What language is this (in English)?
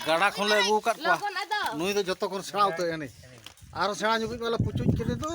Santali